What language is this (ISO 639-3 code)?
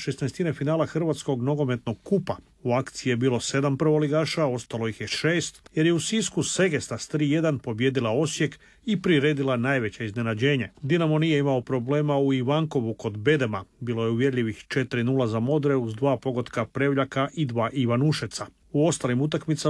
hrv